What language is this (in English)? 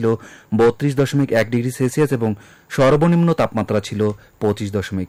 Bangla